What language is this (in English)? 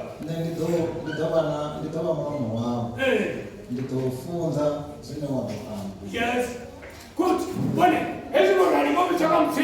Venda